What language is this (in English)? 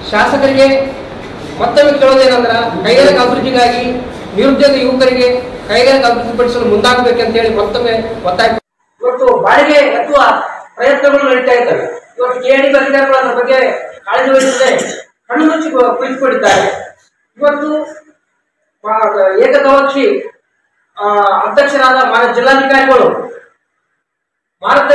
Kannada